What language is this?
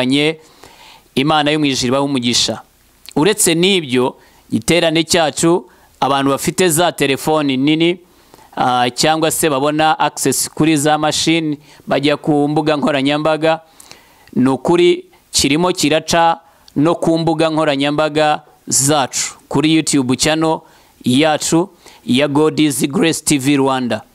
Kinyarwanda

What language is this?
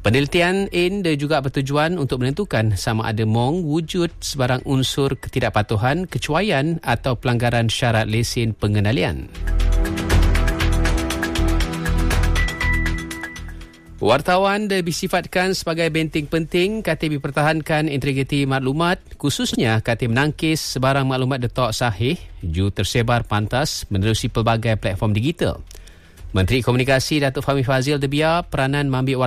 Malay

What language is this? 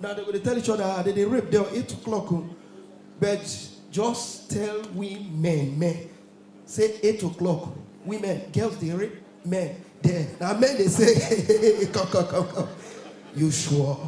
Nigerian Pidgin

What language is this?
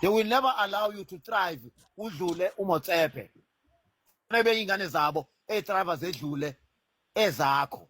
Zulu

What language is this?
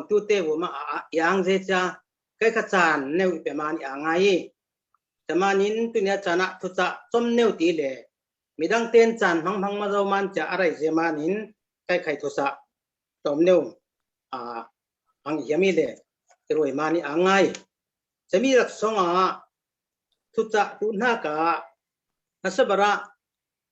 Falam Chin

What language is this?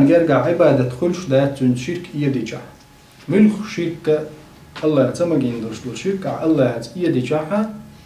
Chechen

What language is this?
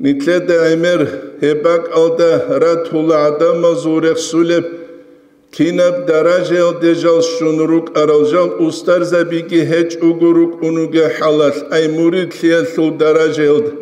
Avaric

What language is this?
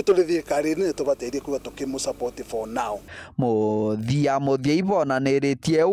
Meru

